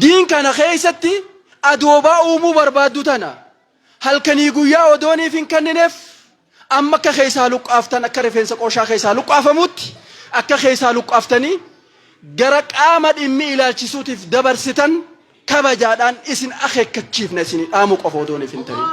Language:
Oromo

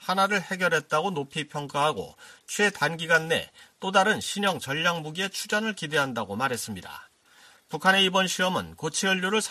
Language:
Korean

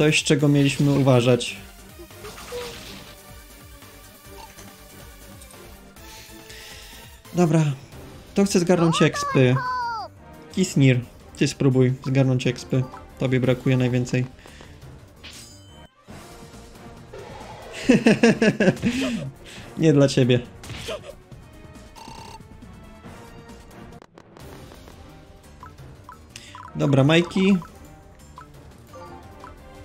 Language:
Polish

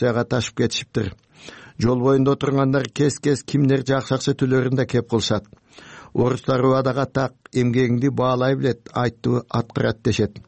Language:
Kyrgyz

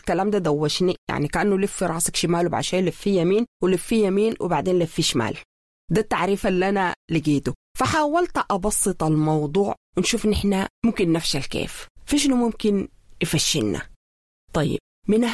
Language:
Sudanese Arabic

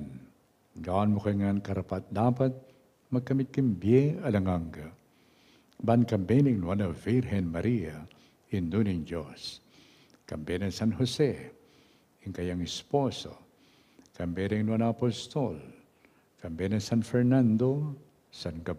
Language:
Pampanga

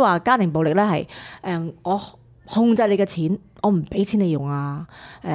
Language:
Cantonese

